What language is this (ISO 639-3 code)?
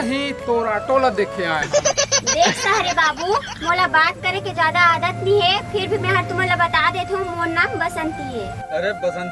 hne